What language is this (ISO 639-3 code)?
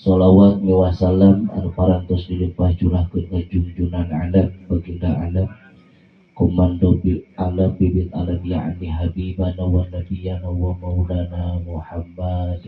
sun